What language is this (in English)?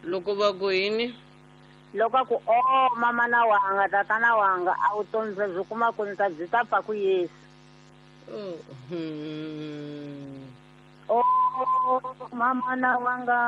Tsonga